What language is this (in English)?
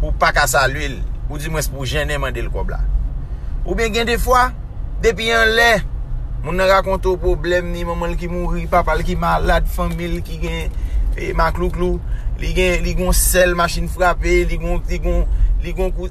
Haitian Creole